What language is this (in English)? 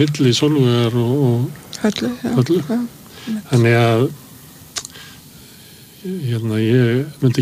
Icelandic